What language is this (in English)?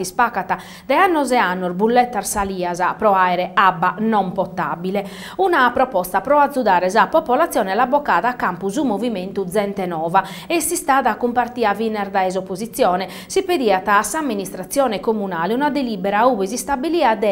Sardinian